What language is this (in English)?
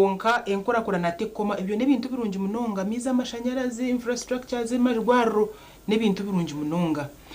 Nyankole